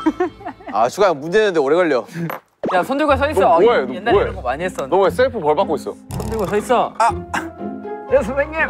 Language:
Korean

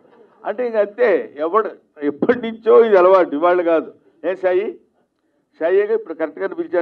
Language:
Telugu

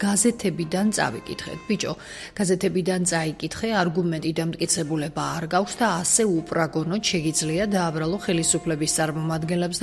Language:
Georgian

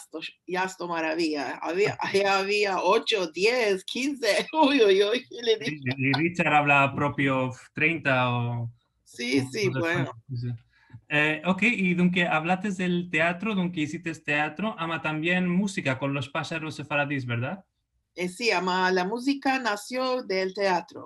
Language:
Ladino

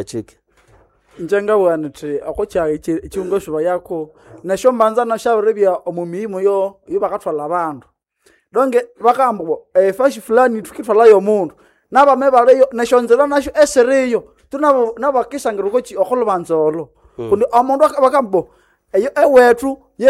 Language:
Nande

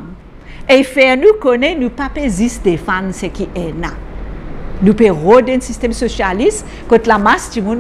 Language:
Morisyen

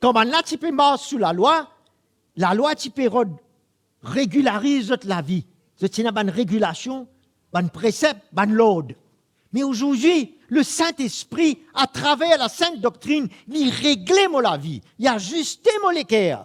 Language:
Morisyen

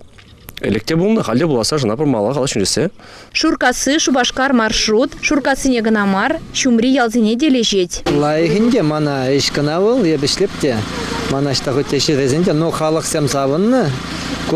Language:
Chuvash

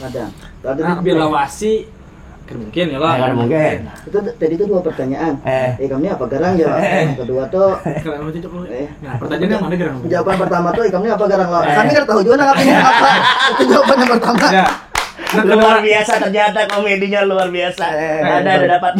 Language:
Banjar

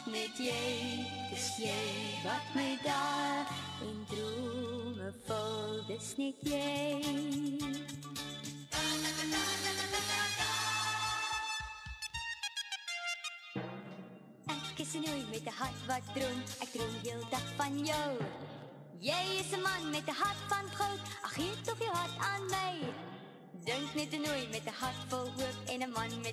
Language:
Afrikaans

